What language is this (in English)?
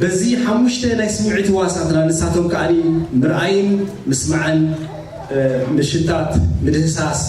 Tigrinya